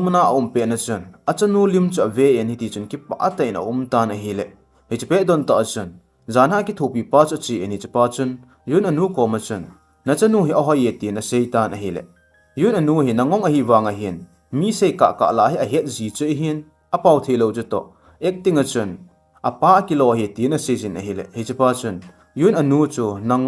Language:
Thado Chin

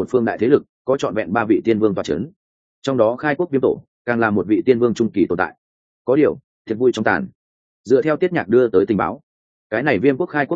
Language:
Vietnamese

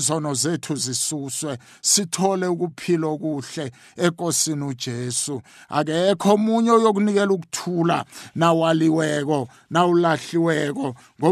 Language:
South Ndebele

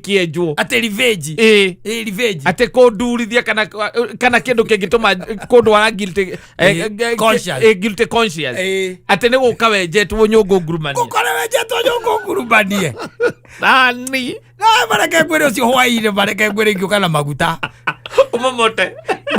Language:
Kikuyu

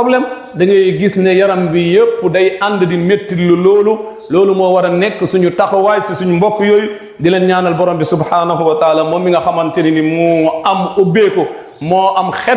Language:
Wolof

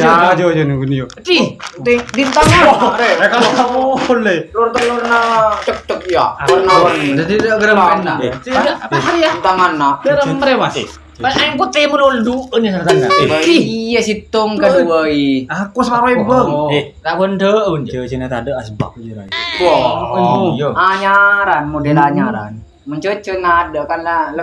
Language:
Madurese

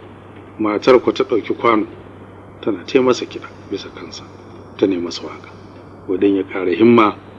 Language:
Hausa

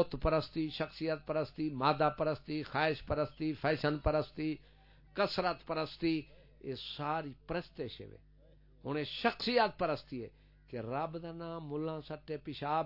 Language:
Saraiki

